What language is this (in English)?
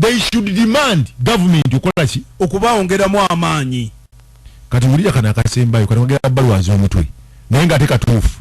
Ganda